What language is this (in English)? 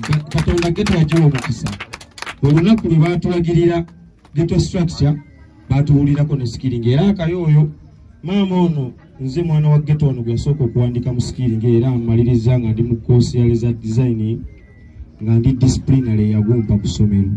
Ganda